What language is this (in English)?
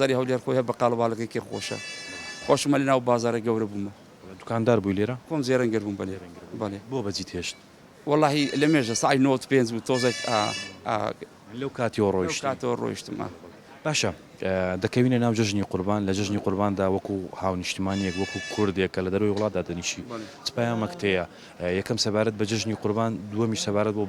Central Kurdish